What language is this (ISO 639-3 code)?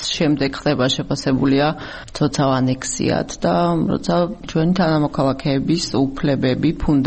kat